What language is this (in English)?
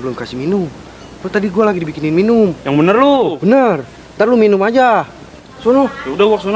Betawi